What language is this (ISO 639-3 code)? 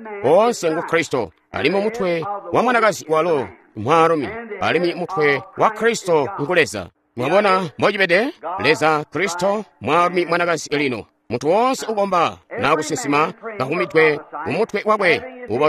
toi